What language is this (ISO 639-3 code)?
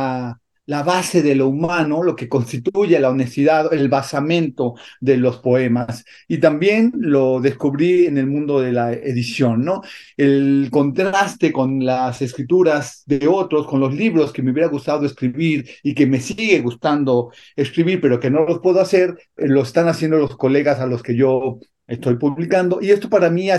spa